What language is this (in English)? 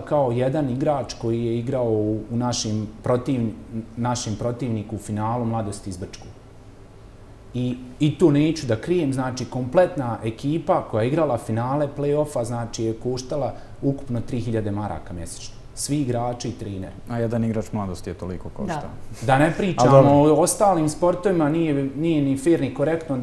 Bosnian